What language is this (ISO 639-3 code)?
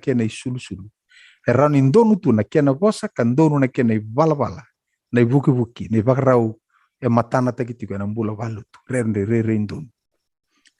fij